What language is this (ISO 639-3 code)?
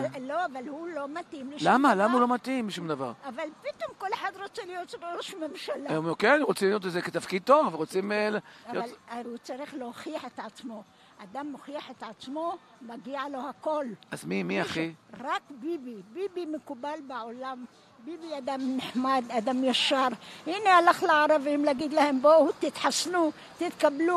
heb